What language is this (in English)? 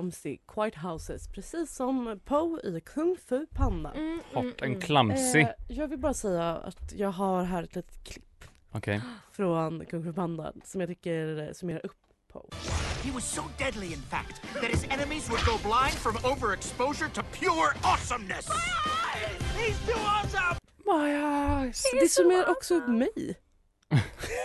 Swedish